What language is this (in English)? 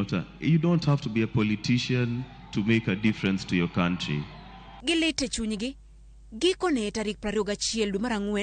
Luo (Kenya and Tanzania)